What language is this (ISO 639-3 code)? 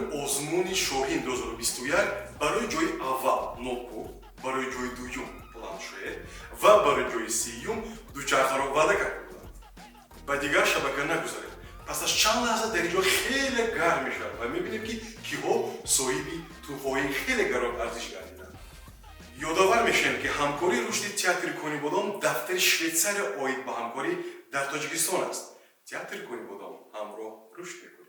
tgk